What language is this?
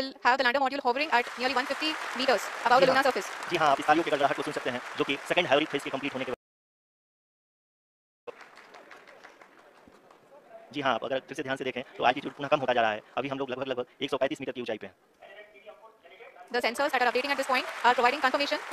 Hindi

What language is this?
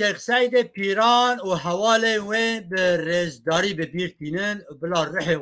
Kurdish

